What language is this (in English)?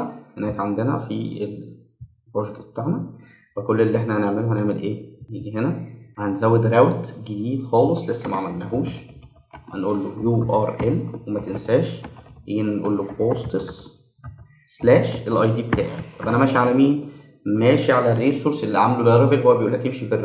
Egyptian Arabic